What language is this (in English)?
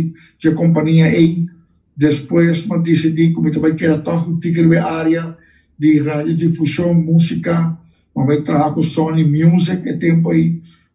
Papiamento